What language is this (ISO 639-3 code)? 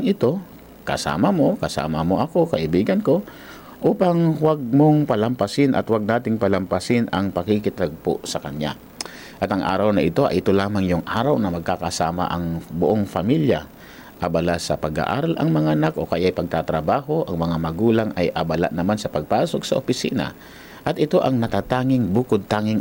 fil